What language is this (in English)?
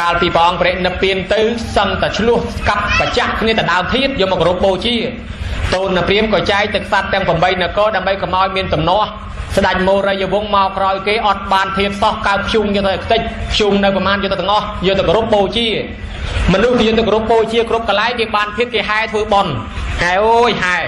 Khmer